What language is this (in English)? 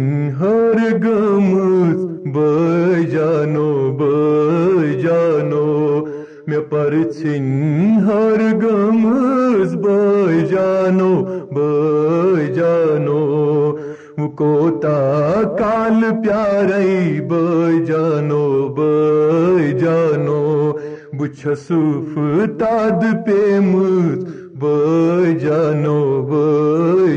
Kashmiri